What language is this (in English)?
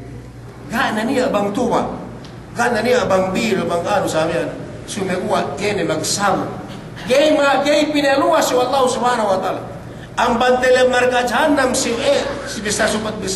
Yakan